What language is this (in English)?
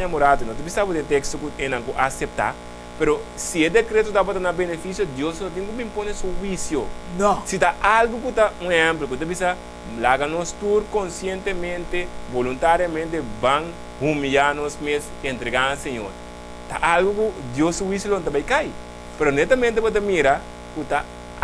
Papiamento